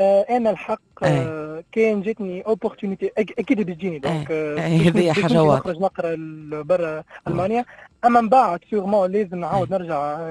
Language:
Tunisian Arabic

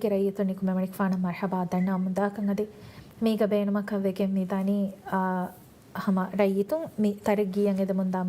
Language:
Divehi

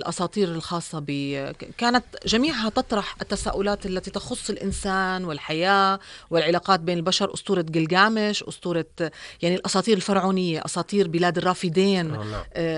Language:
North Levantine Arabic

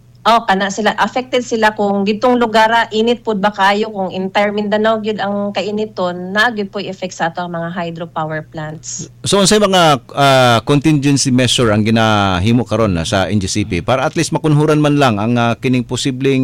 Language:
Cebuano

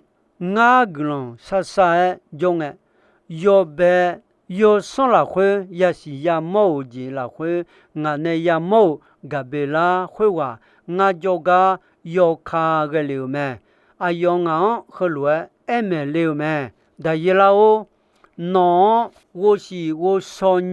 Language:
Akha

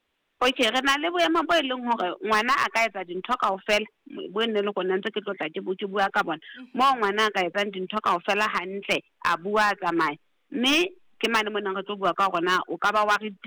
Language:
Southern Sotho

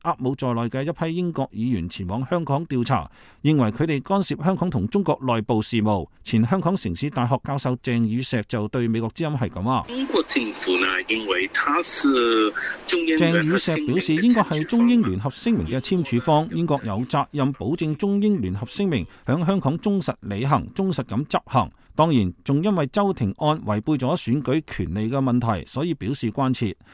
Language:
Cantonese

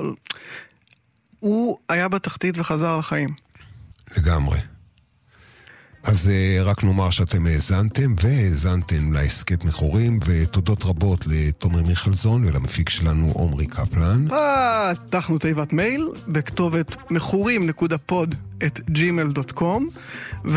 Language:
Hebrew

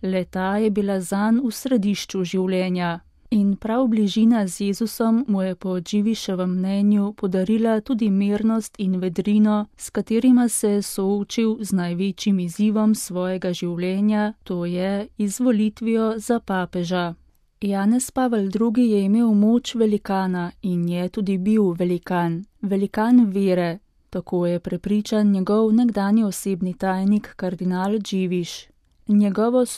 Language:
Slovenian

